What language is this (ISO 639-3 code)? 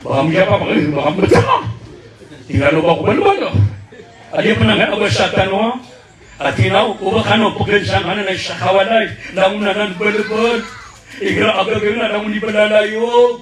mrw